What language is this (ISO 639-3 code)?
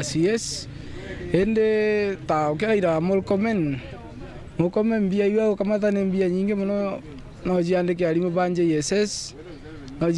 mer